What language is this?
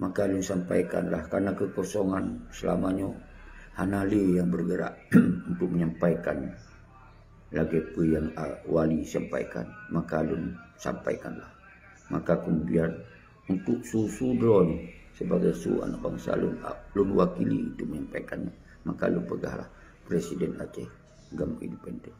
Achinese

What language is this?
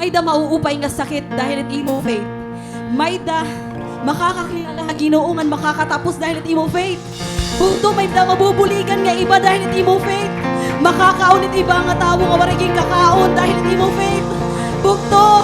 Waray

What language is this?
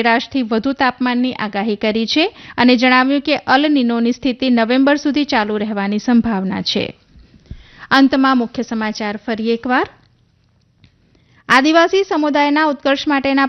Gujarati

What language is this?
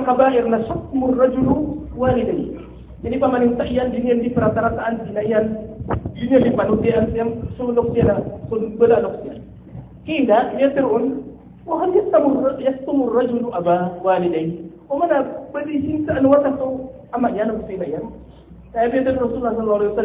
Maranao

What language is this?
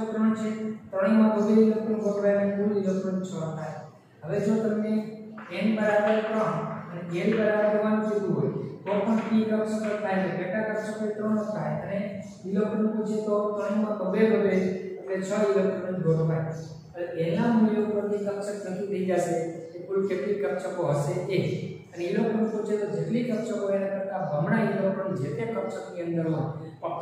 Gujarati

